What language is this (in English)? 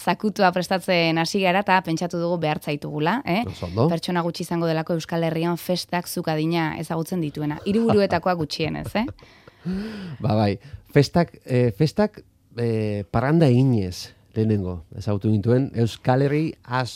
Basque